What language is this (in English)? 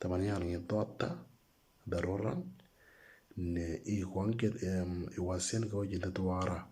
Moro